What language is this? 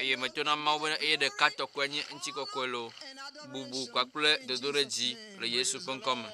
Ewe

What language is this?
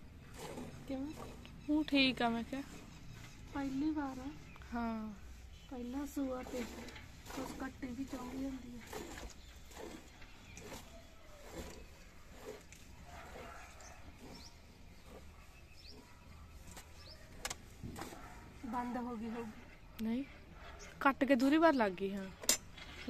Punjabi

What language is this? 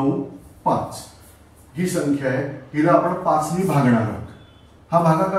Marathi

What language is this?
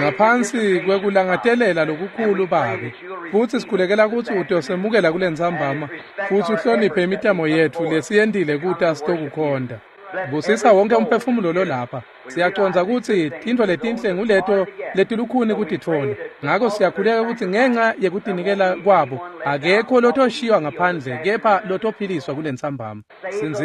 Swati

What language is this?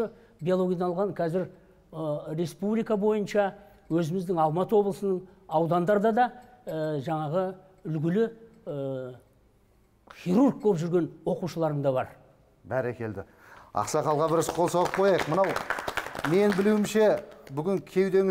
Kazakh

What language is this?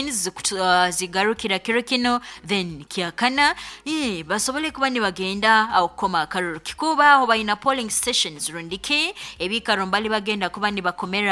Nyoro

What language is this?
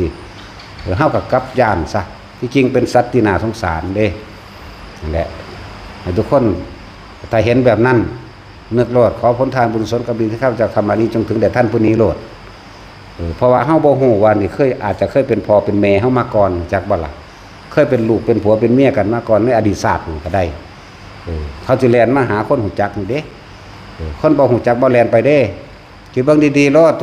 Northeastern Thai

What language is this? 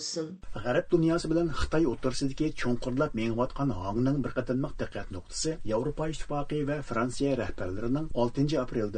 Uyghur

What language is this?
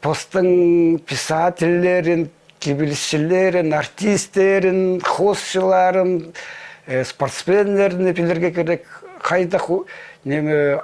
Khakas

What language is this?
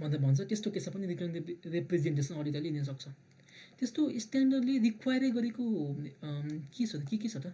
Nepali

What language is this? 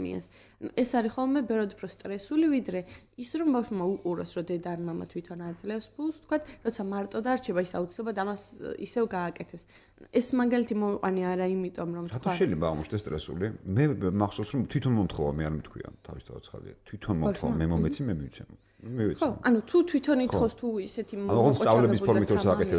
Georgian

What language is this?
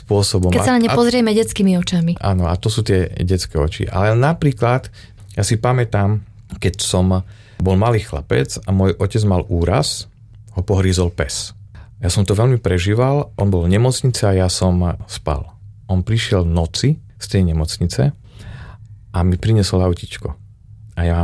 Slovak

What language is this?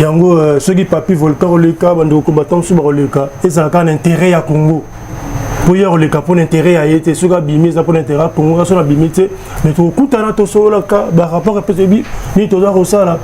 Lingala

